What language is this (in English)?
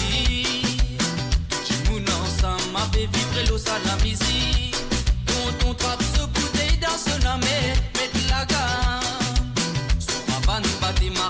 Morisyen